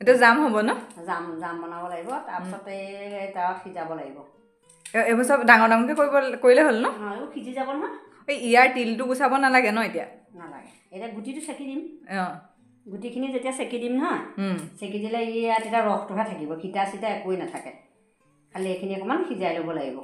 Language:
Assamese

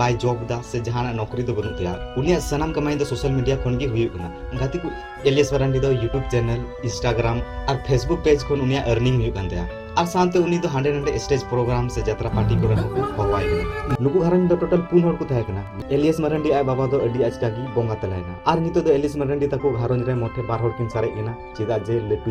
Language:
Santali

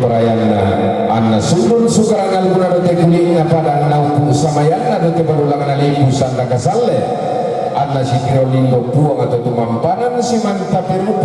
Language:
Toraja-Sa'dan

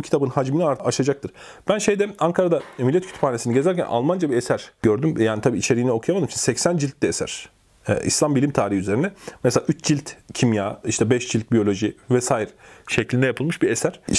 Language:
Turkish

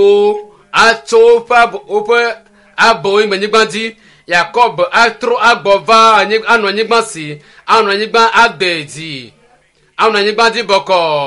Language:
Ewe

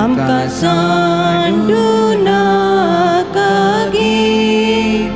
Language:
Konkani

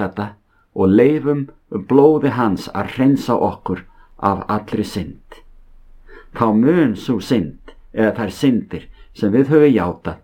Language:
Icelandic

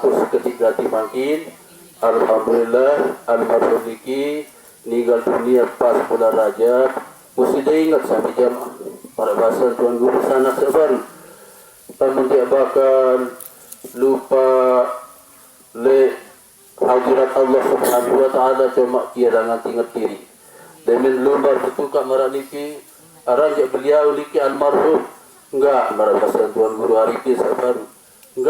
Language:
Sasak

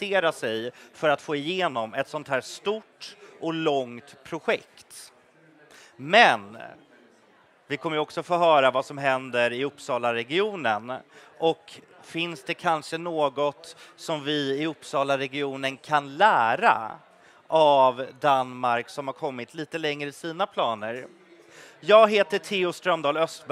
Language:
Swedish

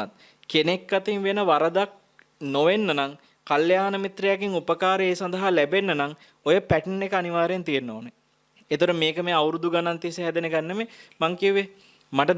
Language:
Sinhala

